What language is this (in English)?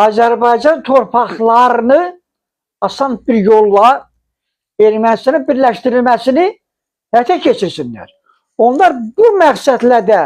Azerbaijani